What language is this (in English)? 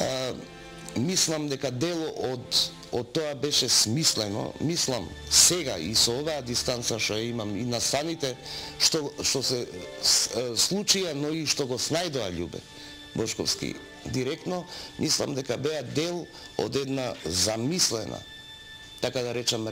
Macedonian